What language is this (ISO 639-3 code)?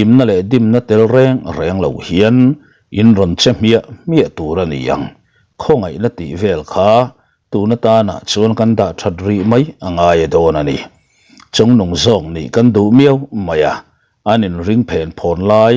lus